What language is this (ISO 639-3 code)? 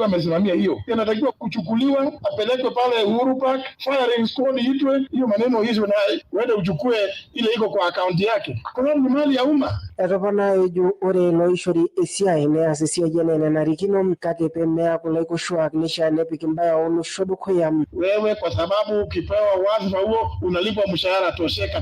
mas